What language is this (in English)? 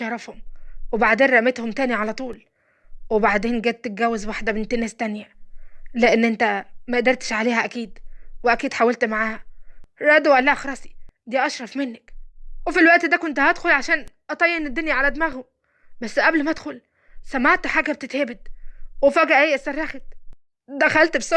Egyptian Arabic